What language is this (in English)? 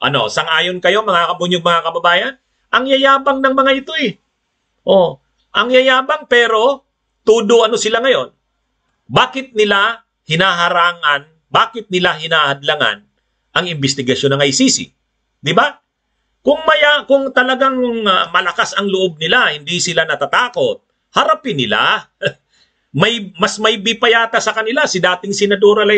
Filipino